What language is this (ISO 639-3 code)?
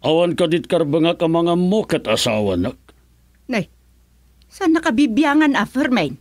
ilo